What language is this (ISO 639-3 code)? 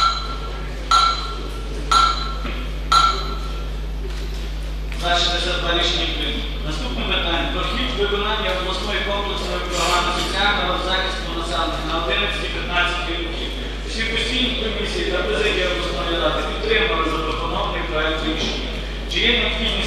ukr